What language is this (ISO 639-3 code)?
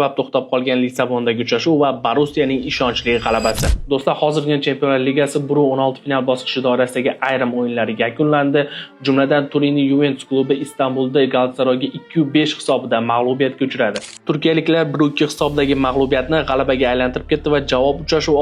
uzb